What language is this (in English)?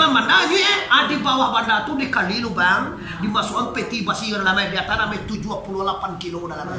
Minangkabau